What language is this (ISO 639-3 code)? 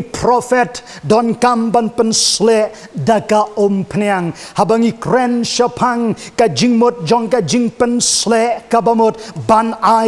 kha